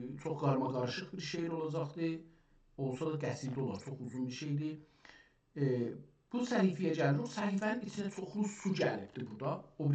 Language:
South Azerbaijani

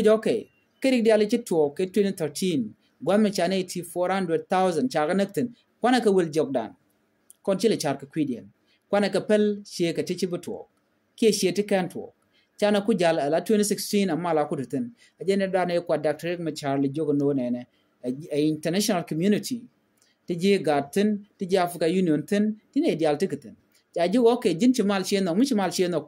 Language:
Nuer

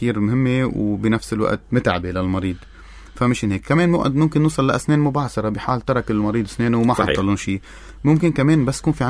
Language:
North Levantine Arabic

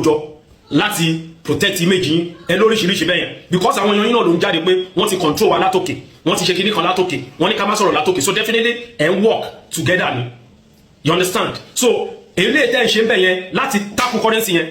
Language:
Yoruba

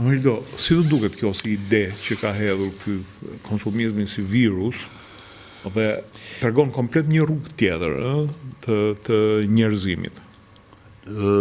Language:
Albanian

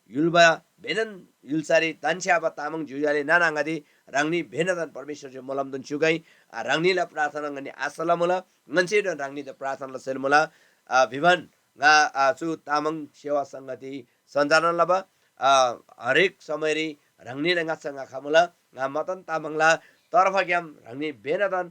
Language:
Eastern Tamang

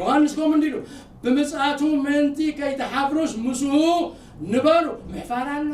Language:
Tigrinya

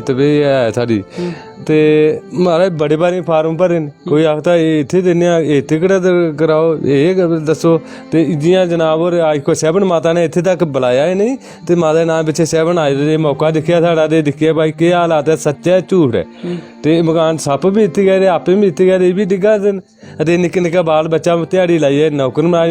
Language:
Dogri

